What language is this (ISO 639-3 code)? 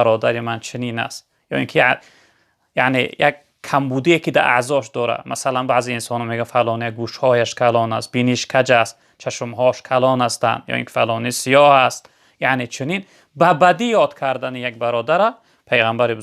tgk